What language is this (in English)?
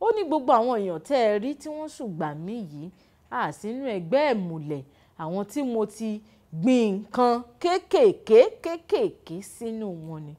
Yoruba